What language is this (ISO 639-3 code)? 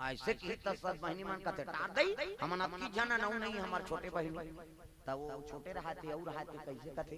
hne